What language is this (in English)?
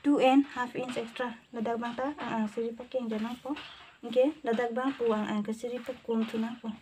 Karbi